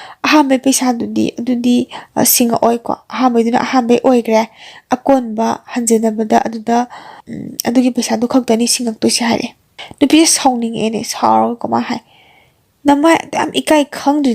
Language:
Manipuri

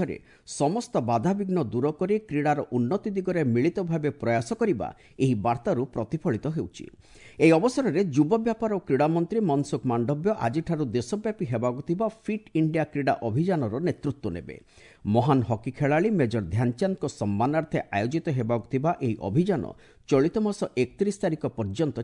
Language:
Odia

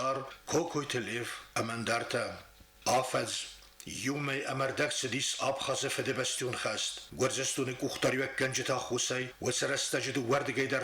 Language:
Ossetic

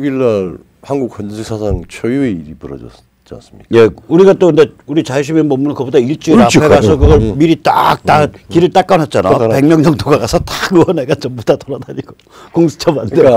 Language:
Korean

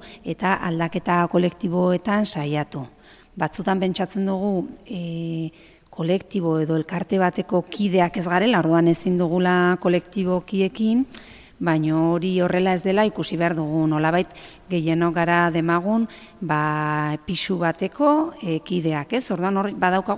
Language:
Basque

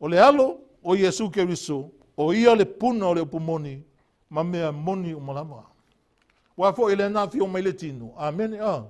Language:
Samoan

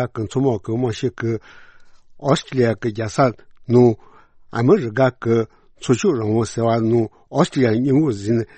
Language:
Tibetan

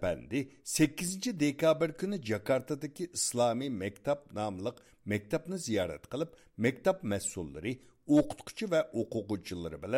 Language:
Uyghur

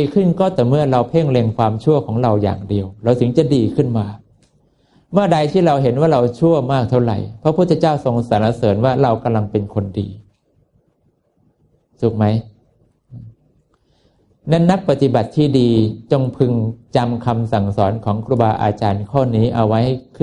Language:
Thai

